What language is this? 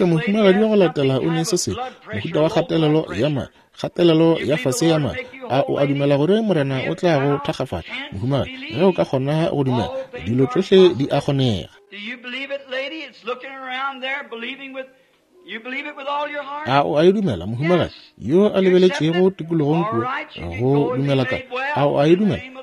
Northern Sotho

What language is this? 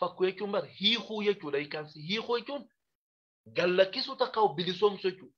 Oromo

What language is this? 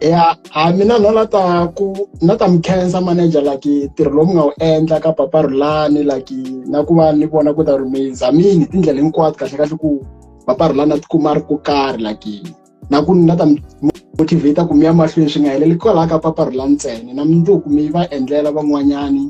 Tsonga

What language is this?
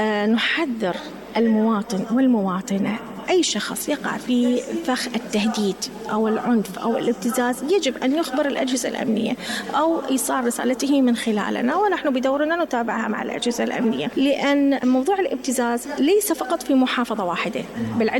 Mesopotamian Arabic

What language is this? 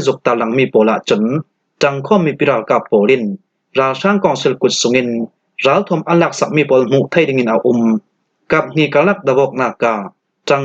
Falam Chin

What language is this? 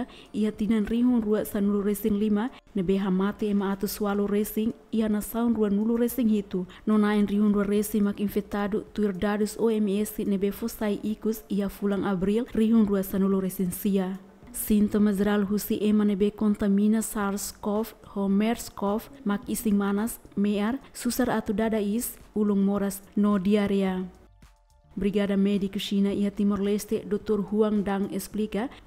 Tetum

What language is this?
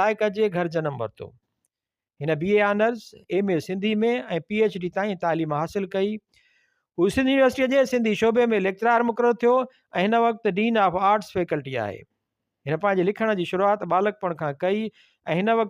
Sindhi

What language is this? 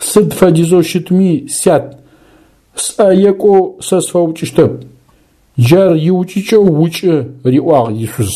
Adyghe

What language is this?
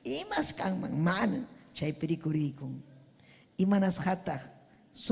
Ayacucho Quechua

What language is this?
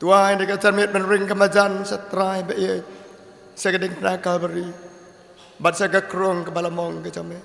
Khasi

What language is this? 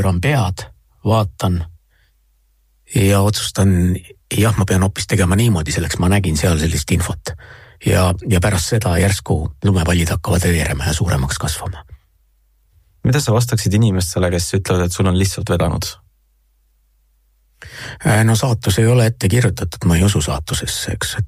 Estonian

